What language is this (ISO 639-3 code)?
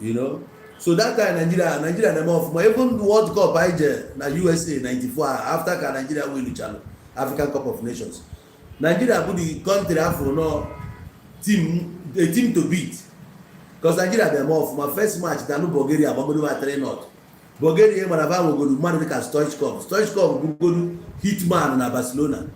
ibo